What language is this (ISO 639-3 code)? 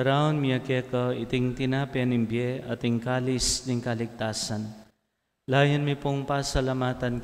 pam